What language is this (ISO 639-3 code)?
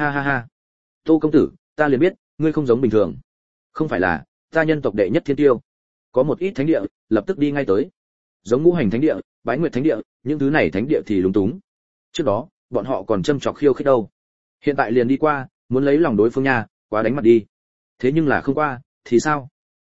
vie